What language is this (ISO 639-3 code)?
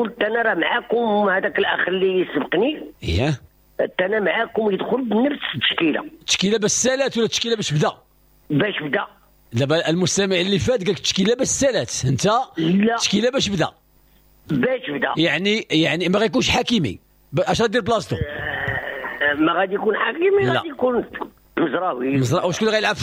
ary